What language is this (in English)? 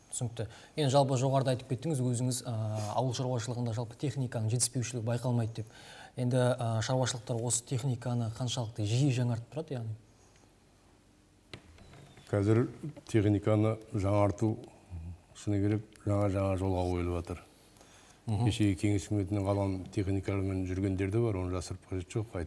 Kazakh